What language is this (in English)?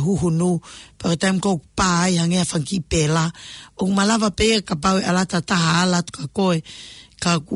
Tongan